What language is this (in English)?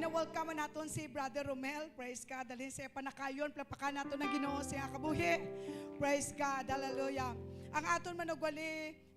Hiligaynon